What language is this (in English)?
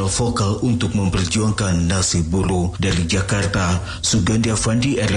Indonesian